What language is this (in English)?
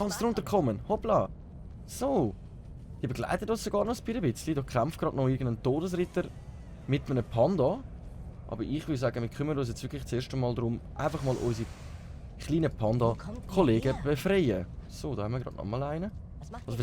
Swiss German